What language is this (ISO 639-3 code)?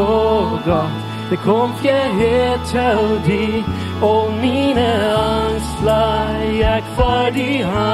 pdt